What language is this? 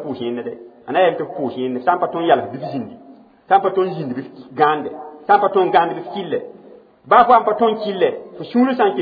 Mossi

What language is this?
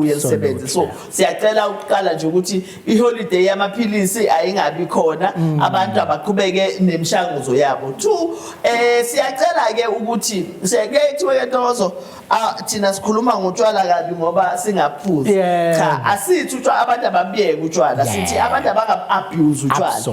Zulu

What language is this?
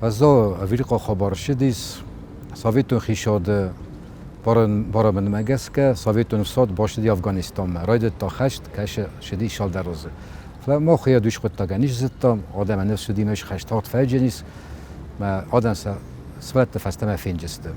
Ossetic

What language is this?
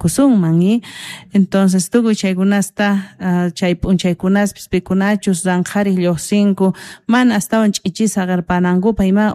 South Bolivian Quechua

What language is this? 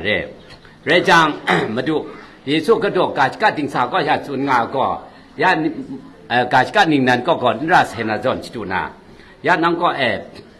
Kachin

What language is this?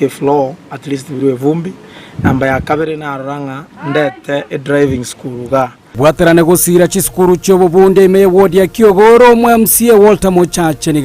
Gusii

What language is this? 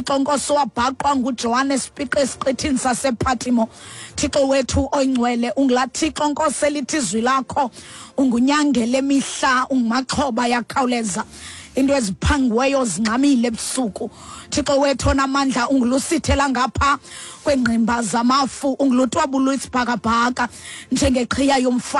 Xhosa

